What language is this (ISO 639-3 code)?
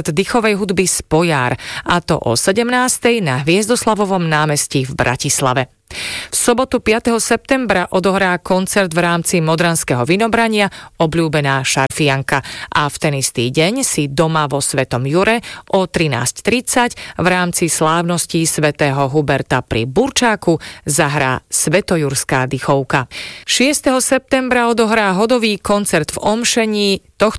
slk